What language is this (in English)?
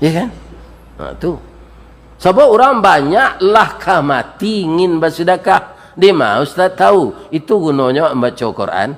Minangkabau